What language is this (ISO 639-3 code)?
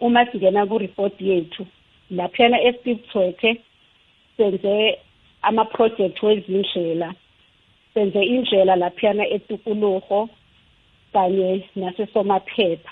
nbl